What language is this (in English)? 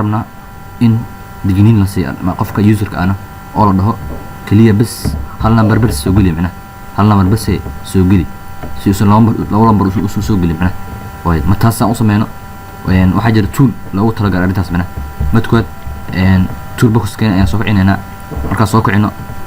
Somali